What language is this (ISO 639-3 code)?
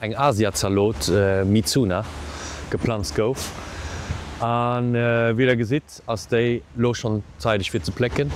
ltz